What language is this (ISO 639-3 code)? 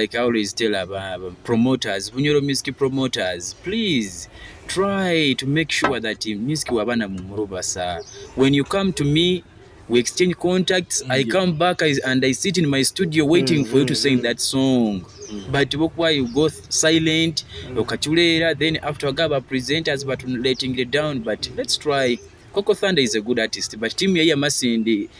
nyo